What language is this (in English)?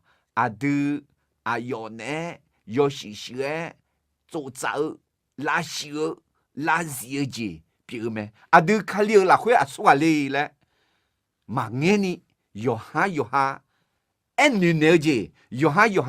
Akha